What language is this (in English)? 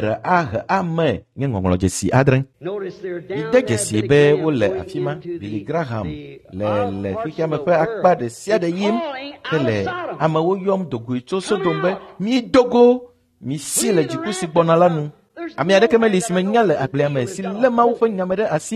Ewe